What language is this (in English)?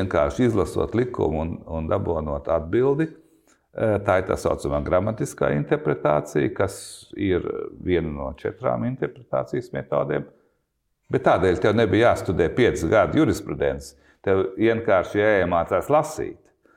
Latvian